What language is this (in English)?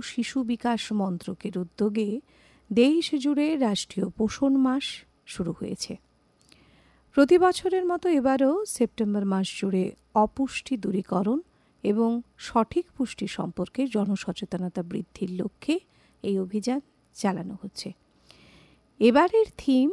Bangla